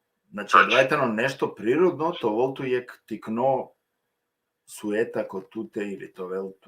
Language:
Balkan Romani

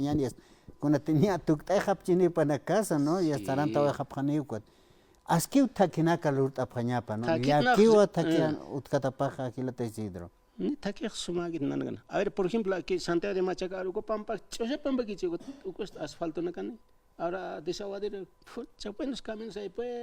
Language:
Aymara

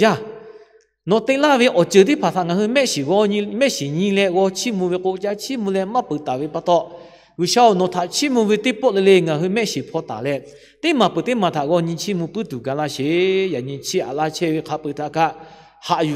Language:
Lahu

